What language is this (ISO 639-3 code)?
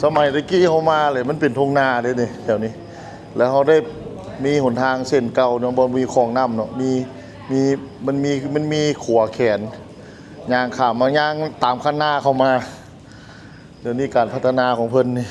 lao